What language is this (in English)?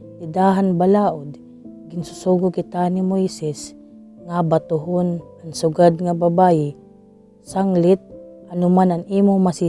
Waray